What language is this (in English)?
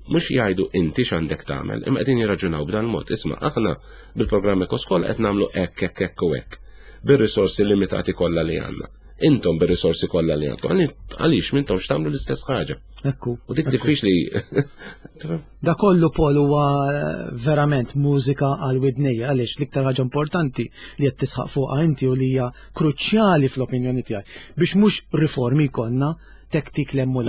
Maltese